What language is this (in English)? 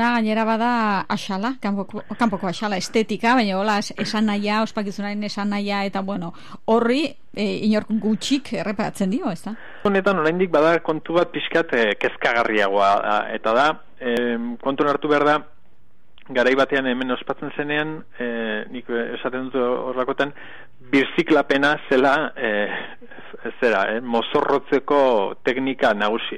Basque